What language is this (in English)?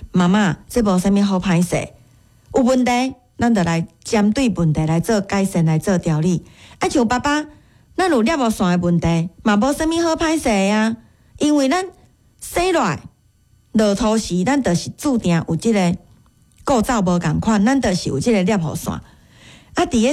Min Nan Chinese